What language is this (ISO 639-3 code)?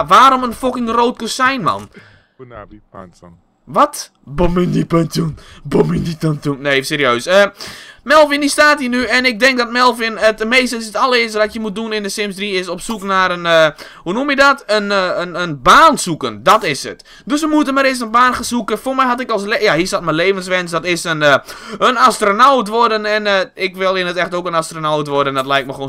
nld